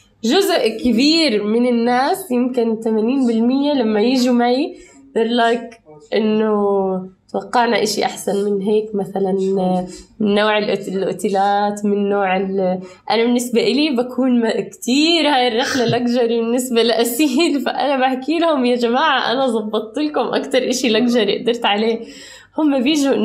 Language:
North Levantine Arabic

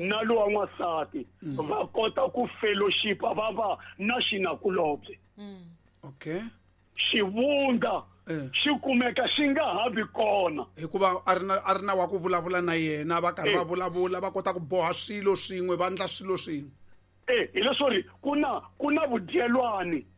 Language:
Tsonga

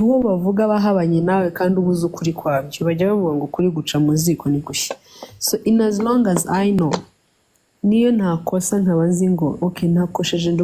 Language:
Kinyarwanda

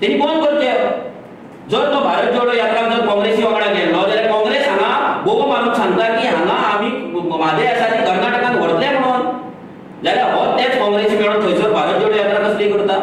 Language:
Konkani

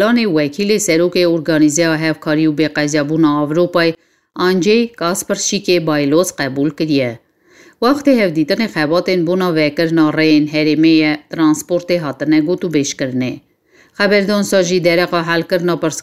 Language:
Kurdish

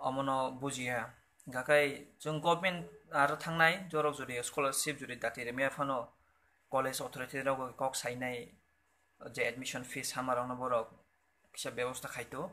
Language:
Kok Borok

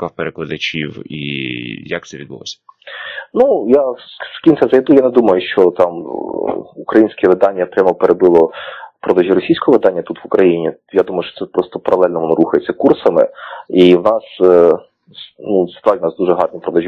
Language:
Ukrainian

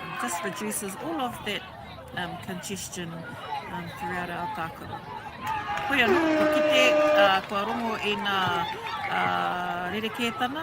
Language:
Māori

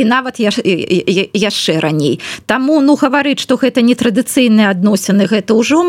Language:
Belarusian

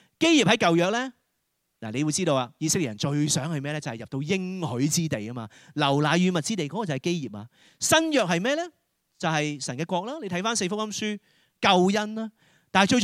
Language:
Cantonese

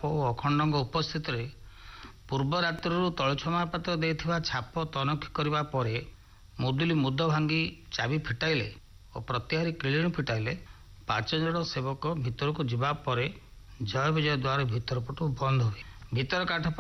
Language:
Odia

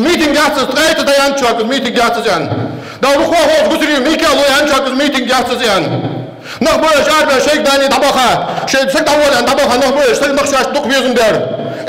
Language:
Ingush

